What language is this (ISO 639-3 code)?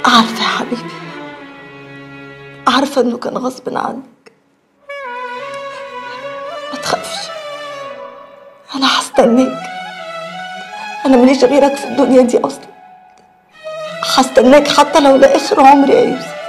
arz